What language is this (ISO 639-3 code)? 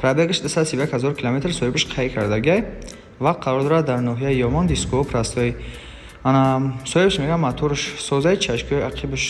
tgk